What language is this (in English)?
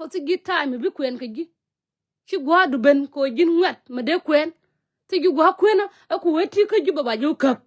Nuer